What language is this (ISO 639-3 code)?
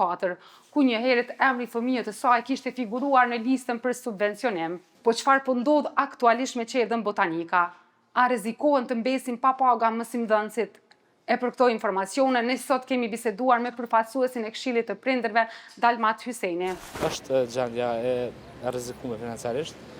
sqi